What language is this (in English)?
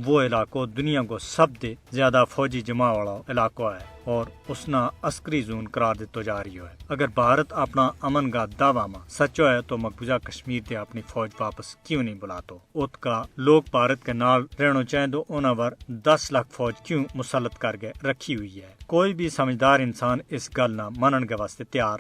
Gujari